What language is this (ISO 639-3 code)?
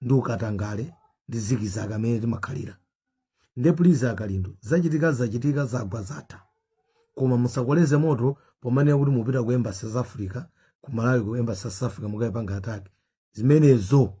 nya